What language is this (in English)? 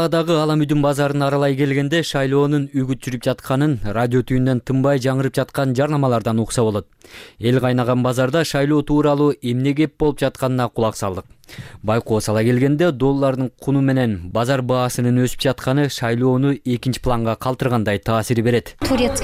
Kyrgyz